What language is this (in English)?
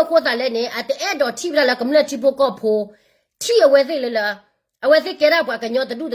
S'gaw Karen